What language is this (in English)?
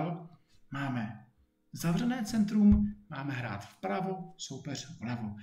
Czech